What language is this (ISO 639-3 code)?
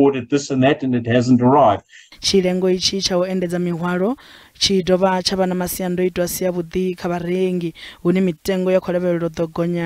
ven